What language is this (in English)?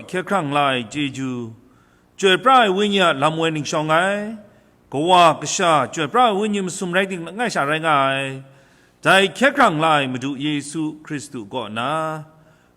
Kachin